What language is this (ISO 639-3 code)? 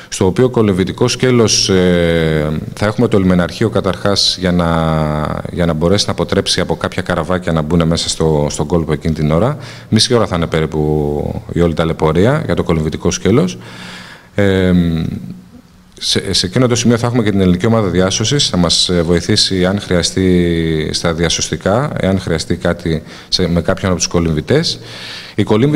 ell